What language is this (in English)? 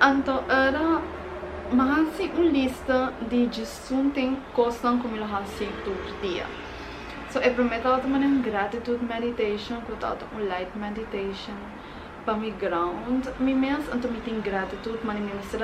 Papiamento